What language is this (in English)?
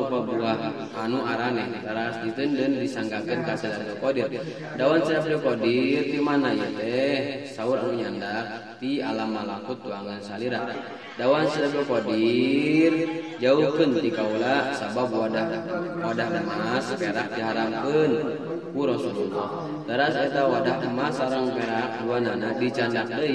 Sundanese